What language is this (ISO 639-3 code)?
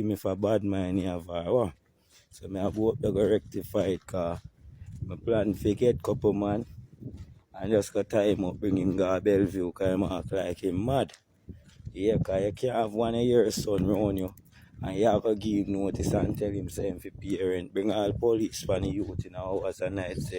jam